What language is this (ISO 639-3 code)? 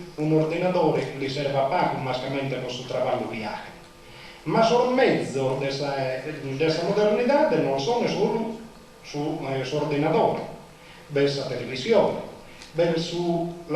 srd